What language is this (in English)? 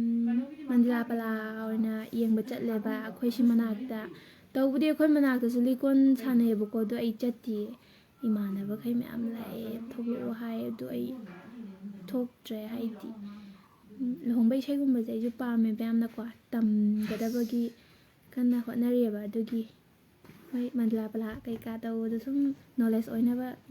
Manipuri